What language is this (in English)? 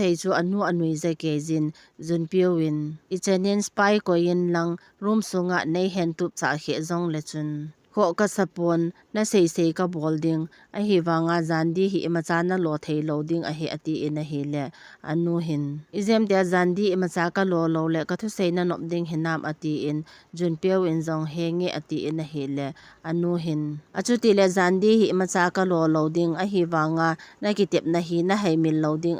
Thado Chin